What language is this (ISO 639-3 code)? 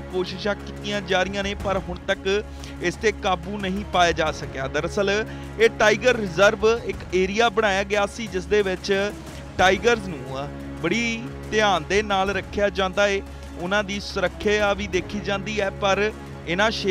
pan